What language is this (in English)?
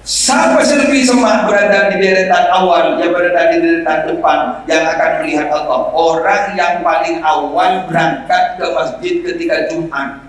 Madurese